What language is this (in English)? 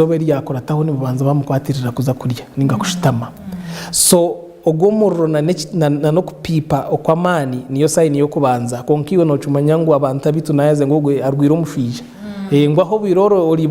Nyankole